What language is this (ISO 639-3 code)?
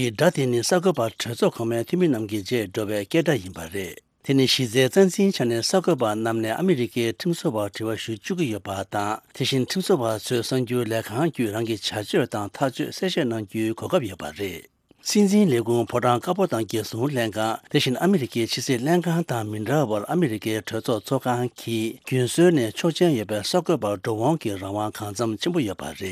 bod